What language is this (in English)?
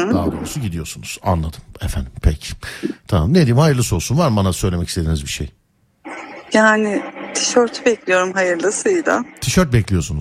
Turkish